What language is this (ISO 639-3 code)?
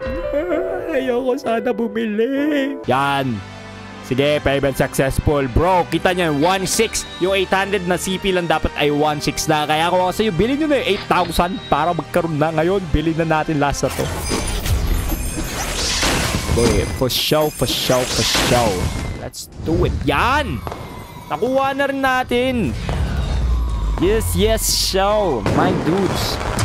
fil